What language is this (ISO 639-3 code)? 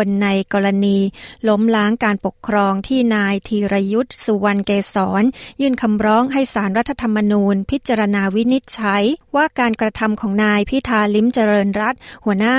tha